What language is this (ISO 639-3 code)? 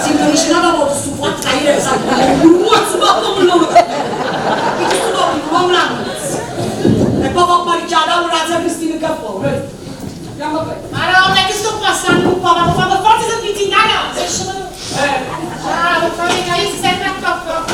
nap